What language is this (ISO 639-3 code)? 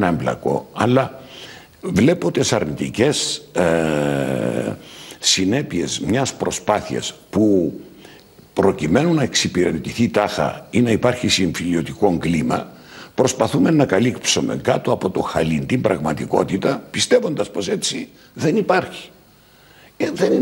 ell